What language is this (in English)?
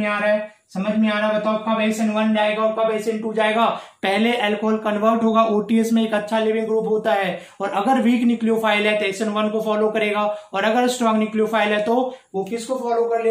Hindi